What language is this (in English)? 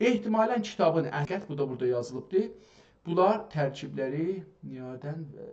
South Azerbaijani